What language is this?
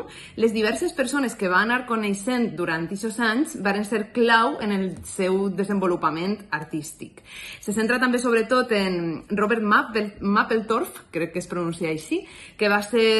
Catalan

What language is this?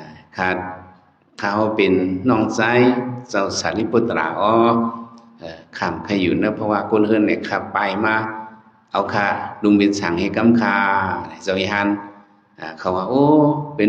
Shan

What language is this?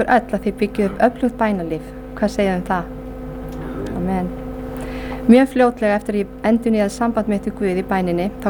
Icelandic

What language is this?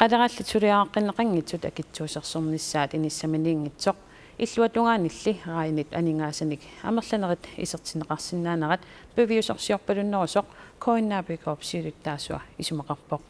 Kalaallisut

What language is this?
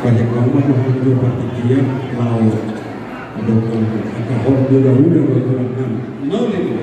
Batak Toba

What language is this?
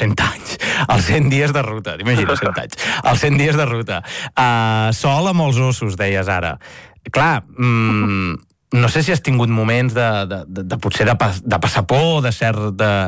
Catalan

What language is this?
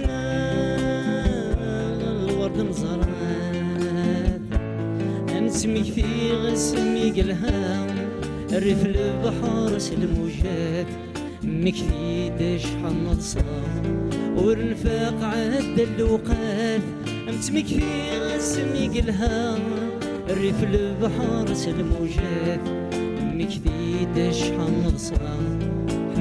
Kabyle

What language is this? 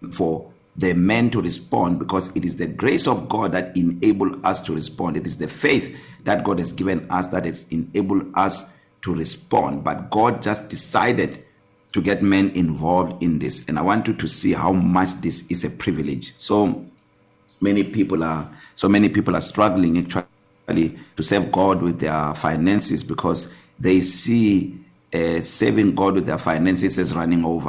English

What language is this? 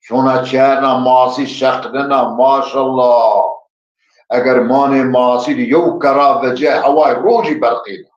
Zaza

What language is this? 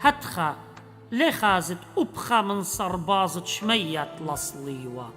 Assyrian Neo-Aramaic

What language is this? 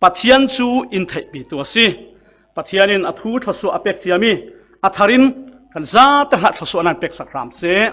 Falam Chin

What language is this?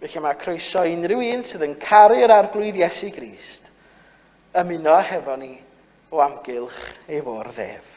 Welsh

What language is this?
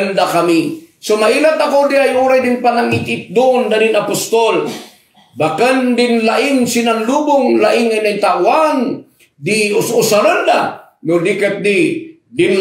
Kankanaey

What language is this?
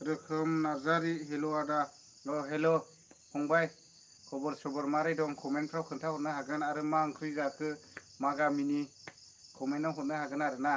Bodo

